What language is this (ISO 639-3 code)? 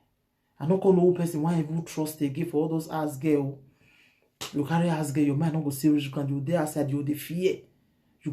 pcm